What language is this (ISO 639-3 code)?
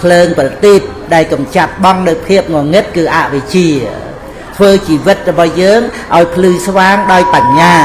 khm